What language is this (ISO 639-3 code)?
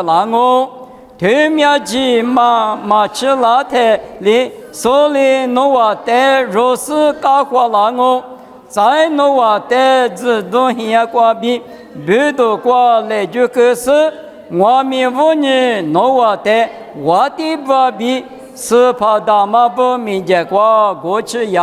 lis